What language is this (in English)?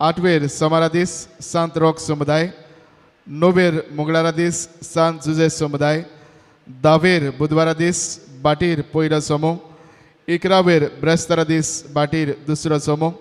Konkani